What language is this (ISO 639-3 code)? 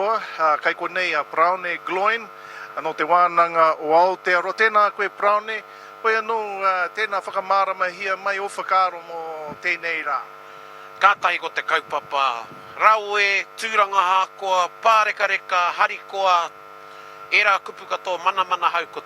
mri